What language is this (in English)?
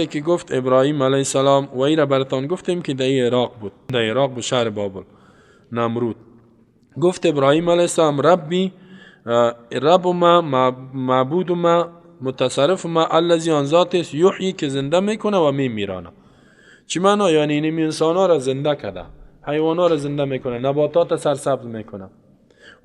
Persian